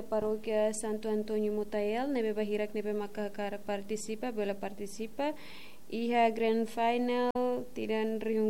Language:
Tetum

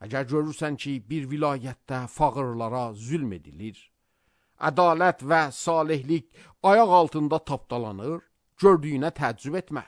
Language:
Azerbaijani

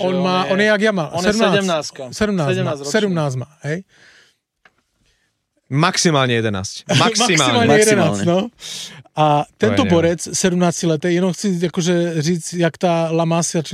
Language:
Slovak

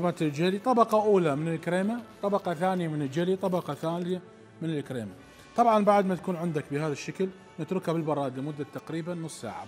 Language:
Mesopotamian Arabic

